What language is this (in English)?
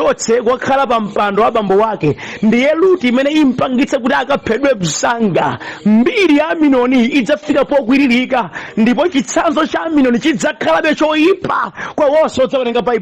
Nyanja